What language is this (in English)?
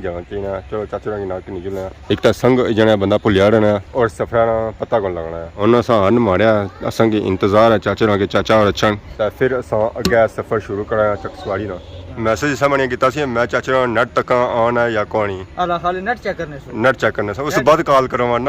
Pahari-Potwari